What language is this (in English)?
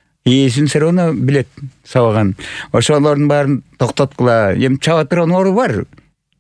Kyrgyz